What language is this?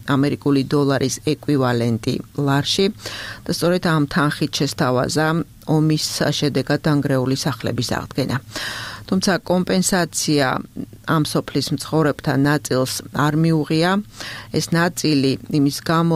Georgian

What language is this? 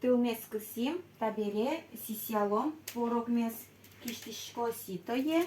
Udmurt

